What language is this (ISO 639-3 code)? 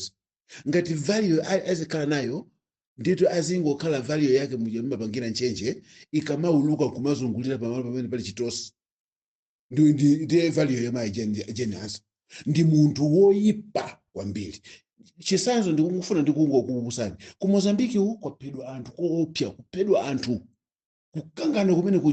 nya